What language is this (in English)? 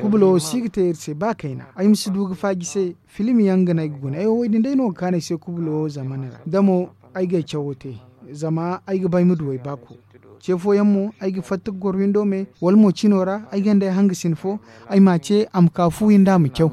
Zarma